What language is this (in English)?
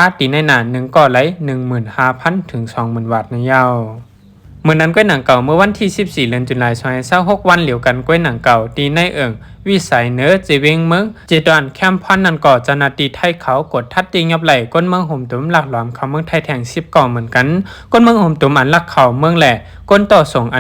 Shan